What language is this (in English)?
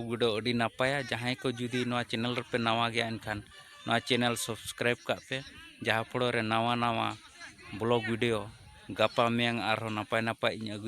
Santali